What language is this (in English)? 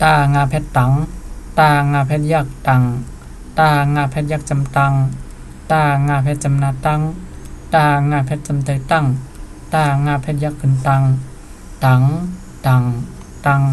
Shan